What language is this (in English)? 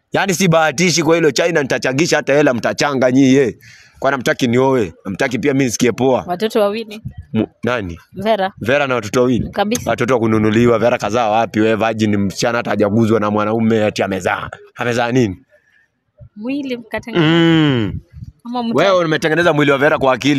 Swahili